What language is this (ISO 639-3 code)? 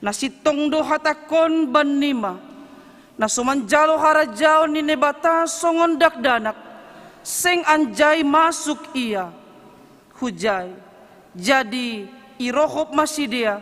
bts